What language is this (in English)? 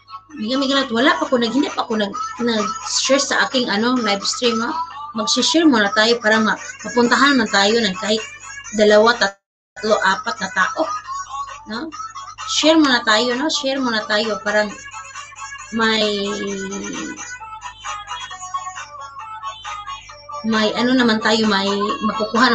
Filipino